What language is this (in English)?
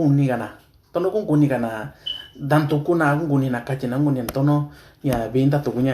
Mixtepec Mixtec